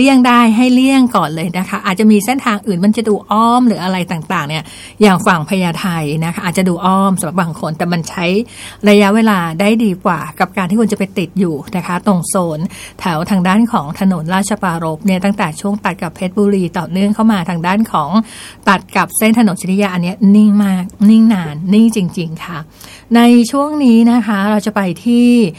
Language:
Thai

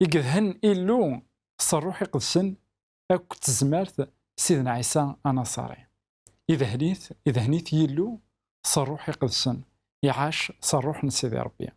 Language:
Kabyle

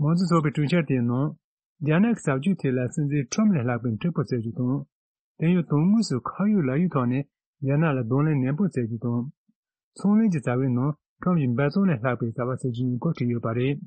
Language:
Tibetan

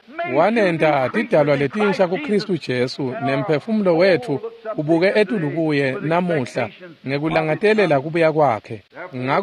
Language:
Swati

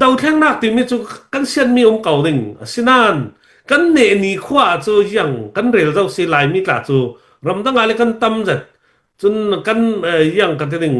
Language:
Hakha Chin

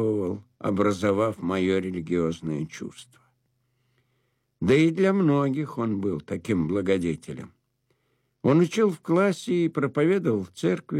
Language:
Russian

